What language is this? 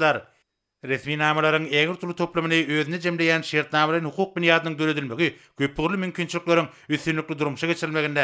Turkmen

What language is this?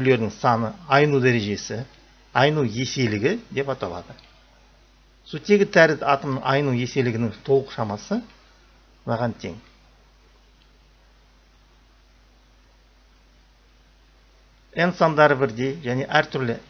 Kazakh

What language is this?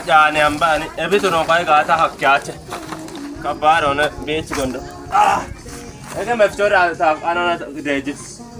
Kafa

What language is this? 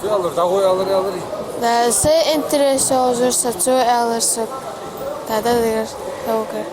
Ingush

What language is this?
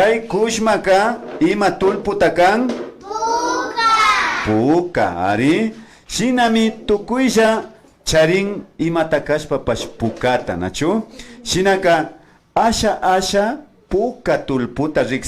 Imbabura Highland Quichua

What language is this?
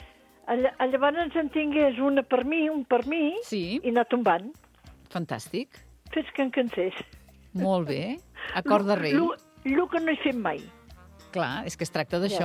Catalan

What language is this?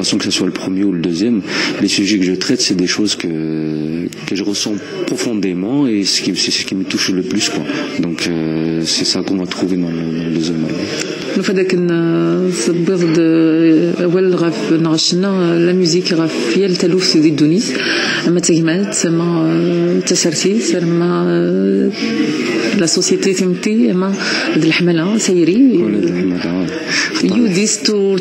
Kabyle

